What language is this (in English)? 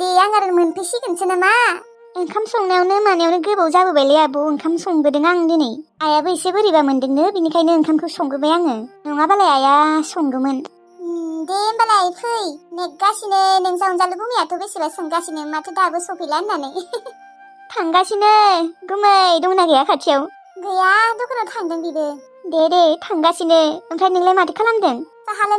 Bodo